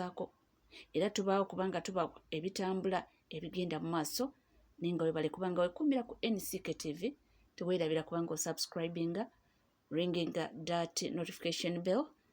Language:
Ganda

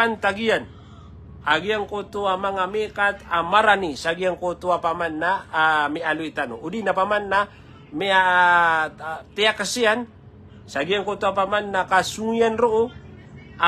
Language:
Maranao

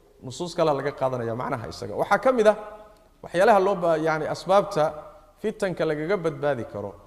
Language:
Somali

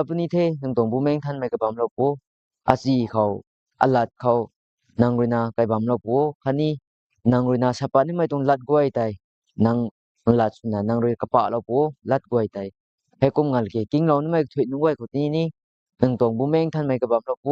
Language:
Rongmei Naga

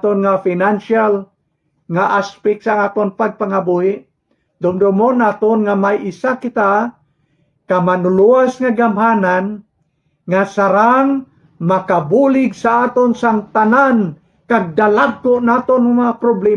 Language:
Hiligaynon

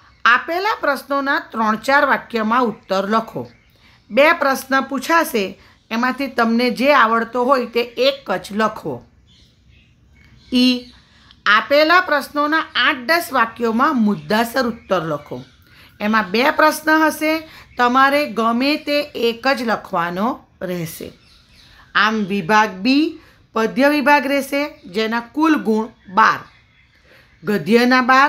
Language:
Gujarati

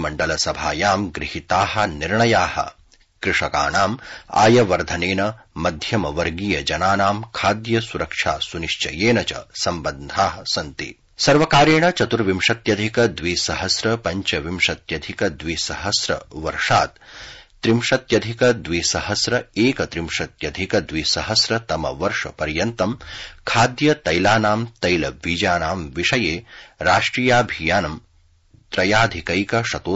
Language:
Sanskrit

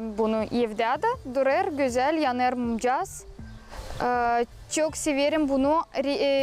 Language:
Gagauz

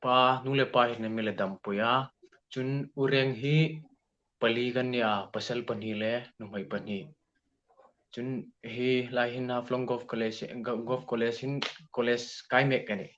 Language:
Hmar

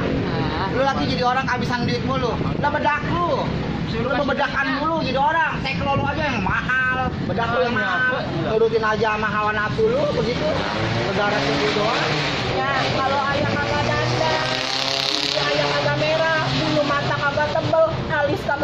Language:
Betawi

